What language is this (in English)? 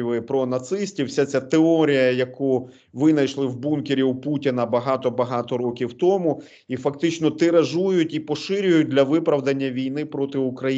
Ukrainian